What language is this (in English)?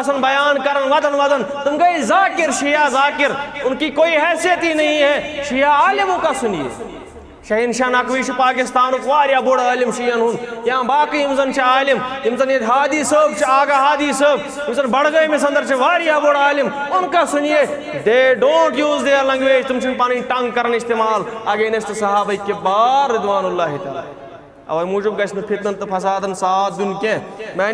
Kashmiri